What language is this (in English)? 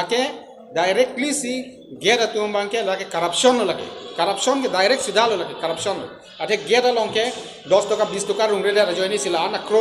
Karbi